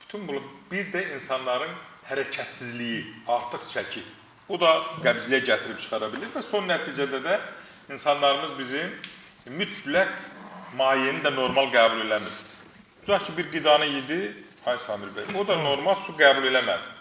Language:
Azerbaijani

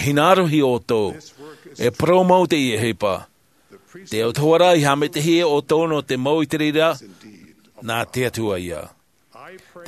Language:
Tahitian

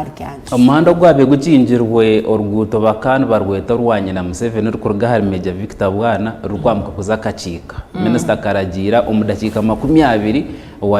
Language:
Nyankole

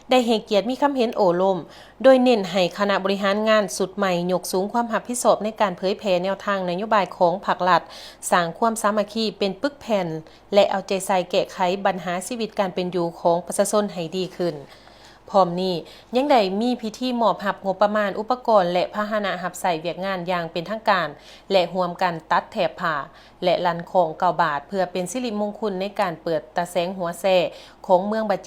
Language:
Lao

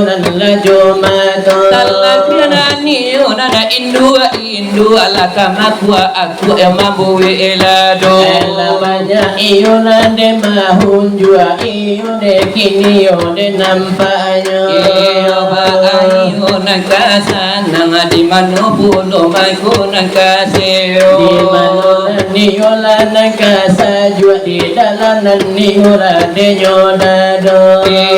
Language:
Minangkabau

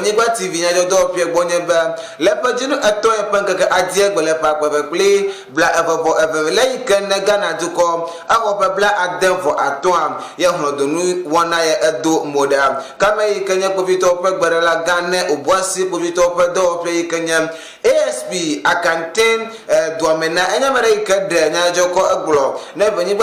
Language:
Ewe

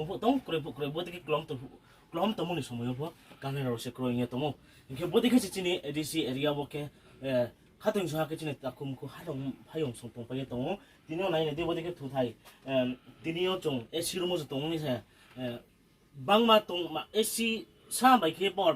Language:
Riang (India)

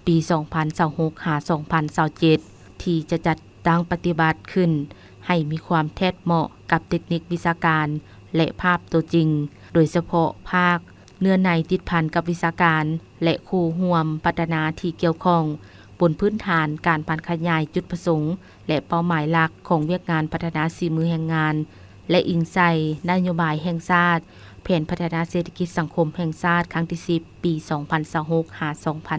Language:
Lao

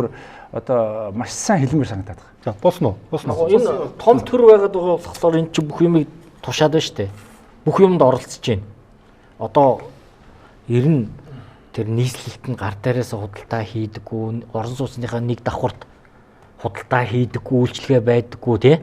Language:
Mongolian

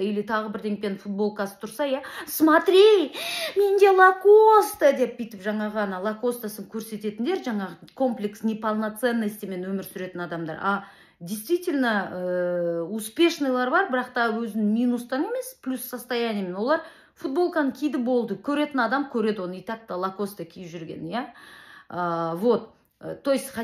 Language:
Kazakh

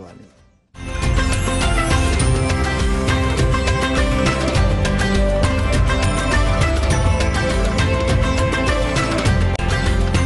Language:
Gujarati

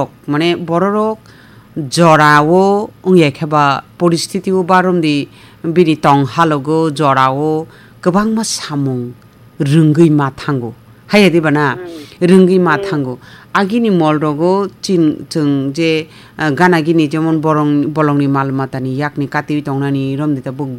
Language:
Kok Borok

